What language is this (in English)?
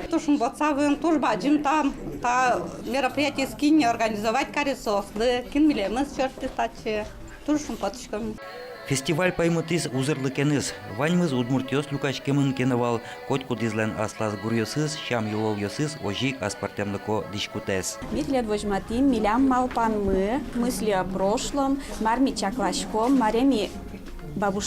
Udmurt